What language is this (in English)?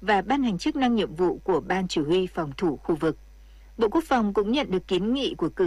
Vietnamese